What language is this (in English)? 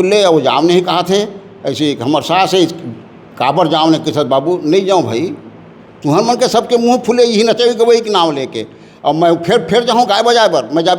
Chhattisgarhi